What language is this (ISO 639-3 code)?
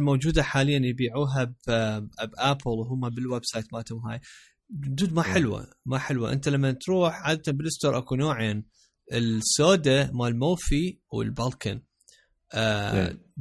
acm